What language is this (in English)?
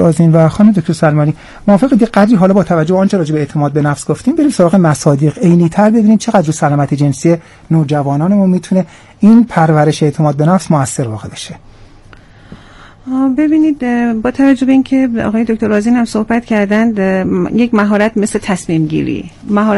Persian